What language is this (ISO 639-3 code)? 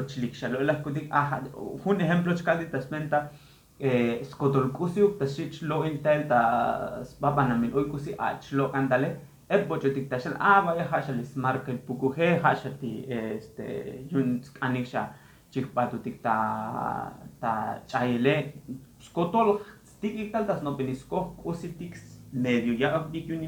tzo